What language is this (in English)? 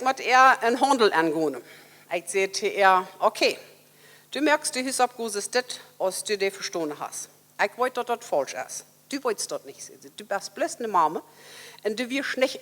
Plautdietsch